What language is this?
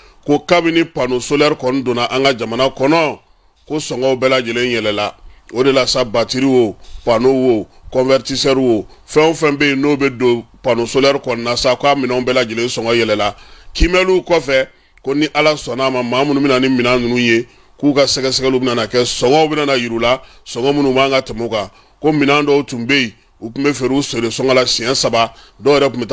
Bambara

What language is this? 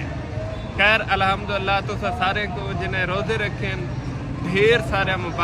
Saraiki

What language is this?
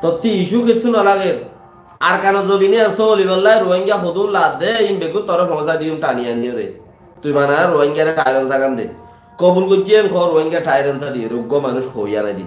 Rohingya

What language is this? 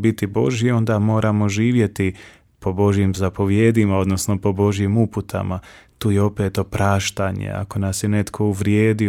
Croatian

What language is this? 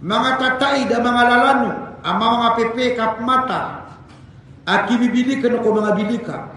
Maranao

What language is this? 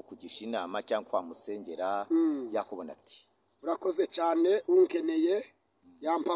Kinyarwanda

